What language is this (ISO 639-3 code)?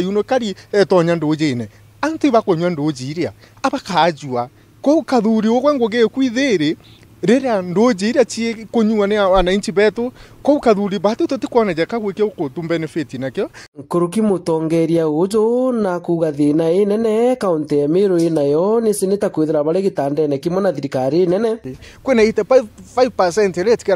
mer